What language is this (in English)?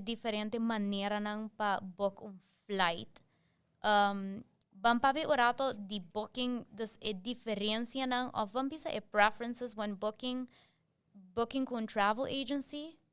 Papiamento